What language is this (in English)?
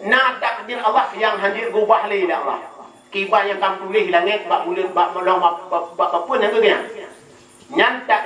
Achinese